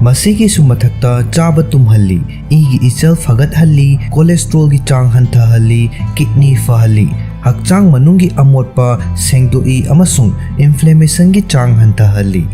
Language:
Manipuri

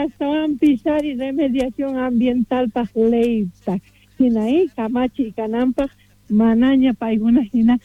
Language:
South Bolivian Quechua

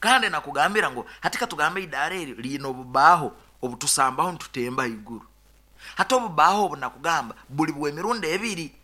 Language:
Nyoro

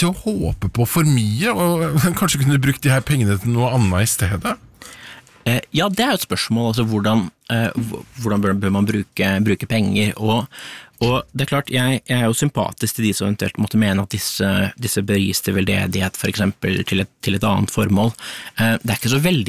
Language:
Norwegian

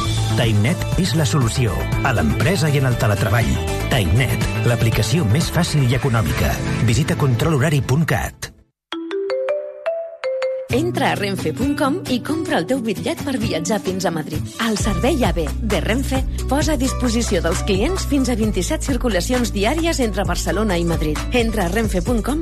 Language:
Catalan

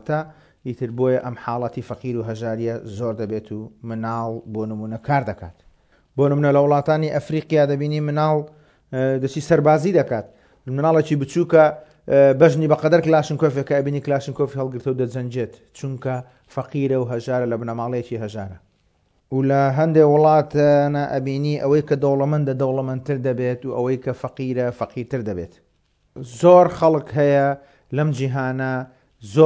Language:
Central Kurdish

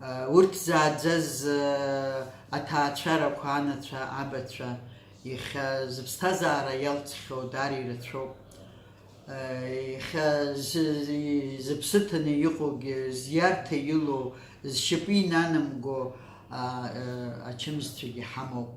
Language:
Abkhazian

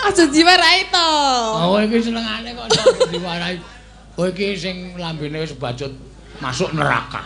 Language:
Javanese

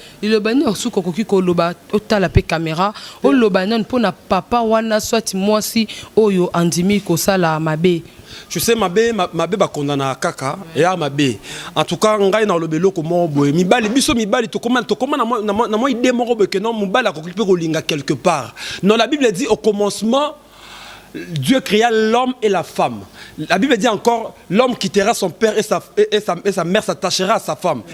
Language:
Lingala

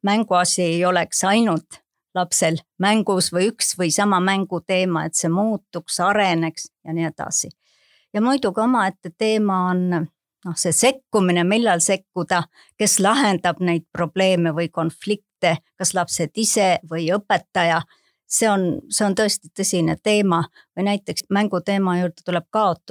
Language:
Estonian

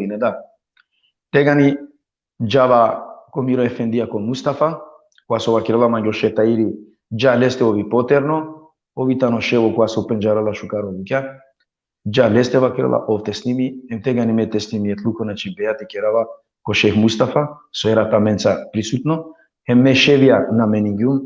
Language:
Balkan Romani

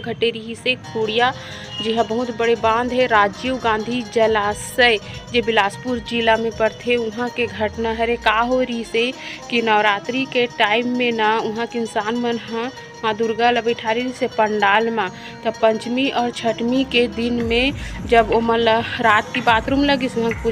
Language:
Chhattisgarhi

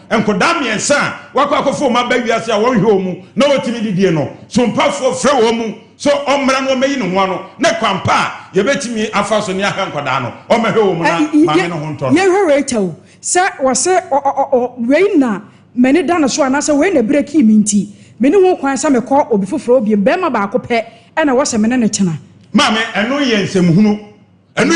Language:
Akan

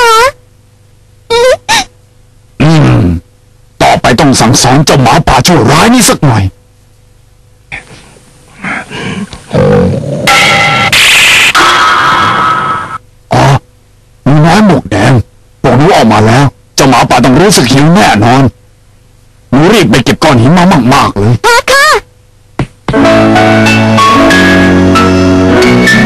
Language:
Thai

